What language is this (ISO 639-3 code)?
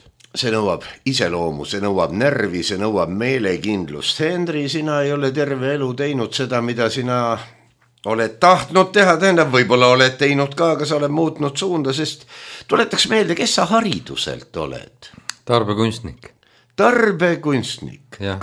est